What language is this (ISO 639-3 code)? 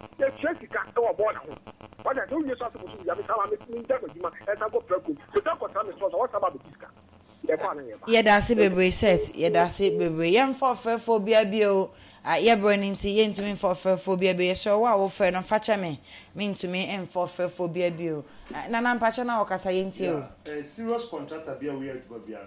aka